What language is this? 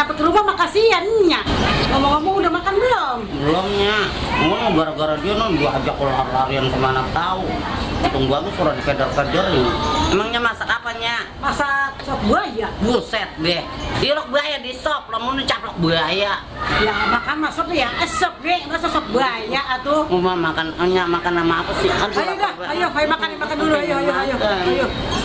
Betawi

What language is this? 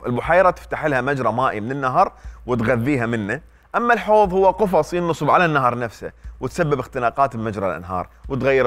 Mesopotamian Arabic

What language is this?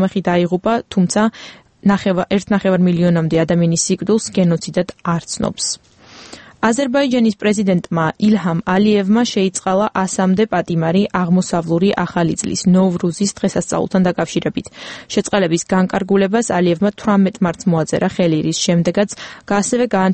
Georgian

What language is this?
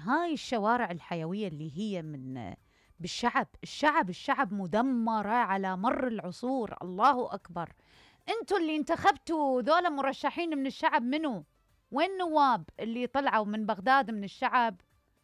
Mesopotamian Arabic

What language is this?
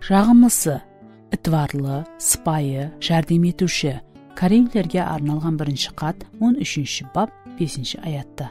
Kara-Kalpak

